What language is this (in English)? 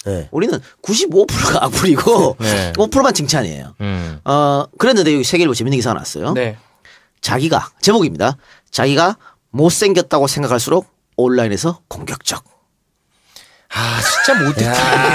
Korean